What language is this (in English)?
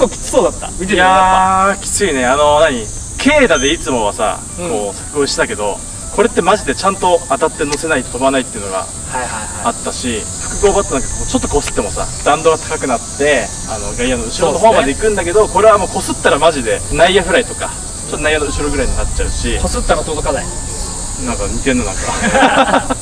Japanese